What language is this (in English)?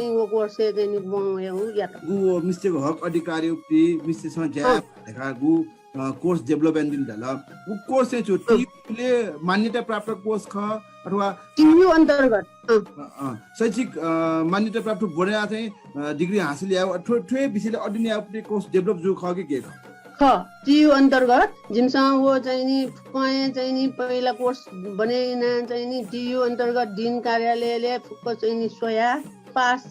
Newari